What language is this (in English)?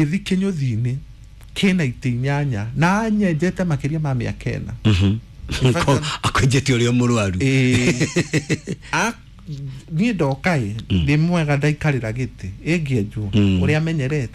Kikuyu